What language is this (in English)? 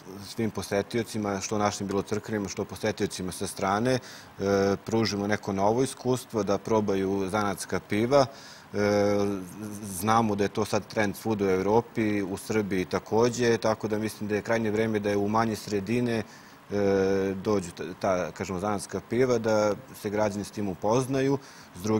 Serbian